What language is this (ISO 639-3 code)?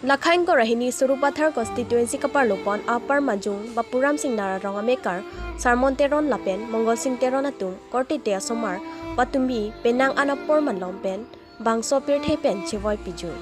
mjw